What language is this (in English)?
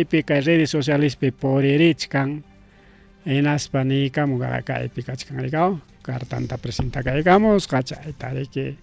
Ayacucho Quechua